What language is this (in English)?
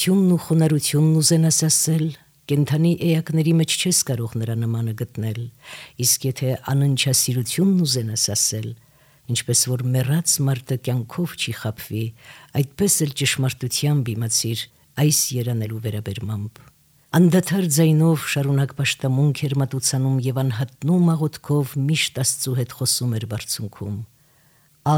Armenian